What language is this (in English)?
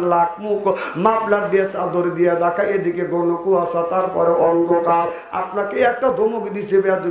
Bangla